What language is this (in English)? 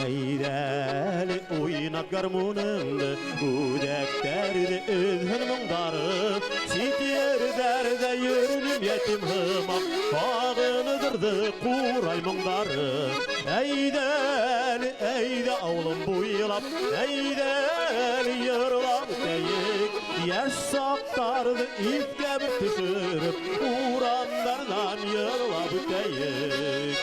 Bashkir